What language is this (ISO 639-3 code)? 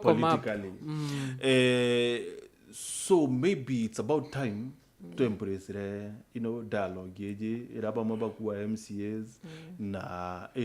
mer